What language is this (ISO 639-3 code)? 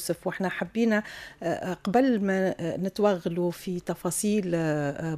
aeb